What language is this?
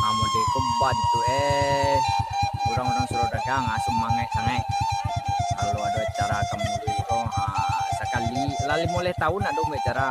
Minangkabau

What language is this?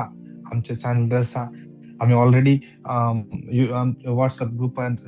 Konkani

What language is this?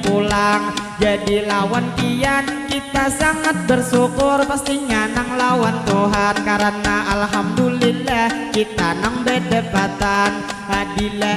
Banjar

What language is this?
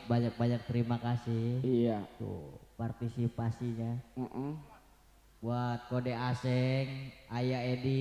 Betawi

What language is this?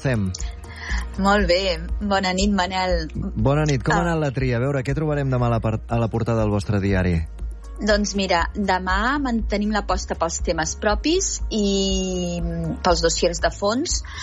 Catalan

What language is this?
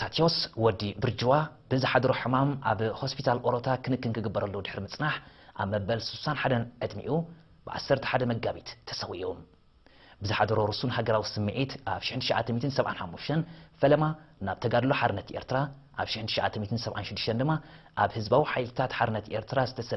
Tigrinya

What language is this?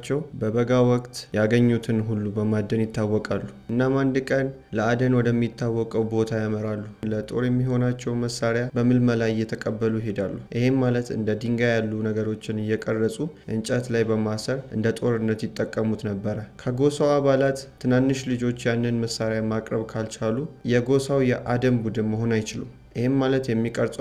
Amharic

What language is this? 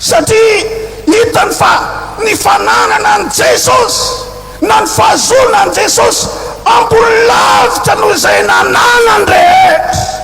Malagasy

